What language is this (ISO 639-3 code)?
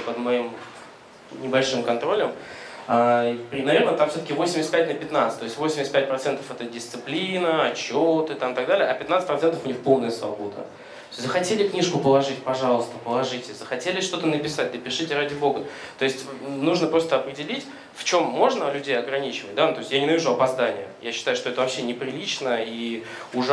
rus